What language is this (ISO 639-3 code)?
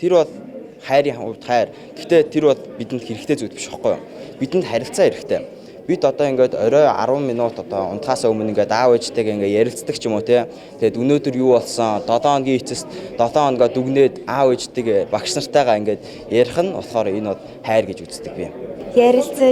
mon